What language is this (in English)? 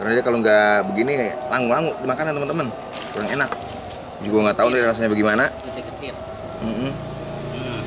Betawi